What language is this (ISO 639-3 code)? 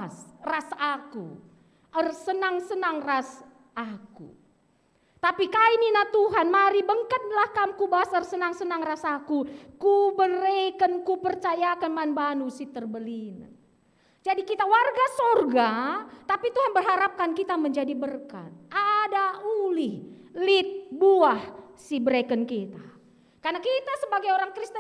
btx